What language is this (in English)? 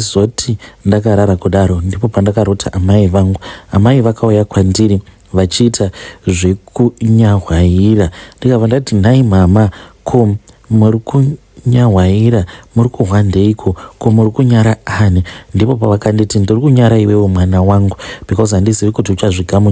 Shona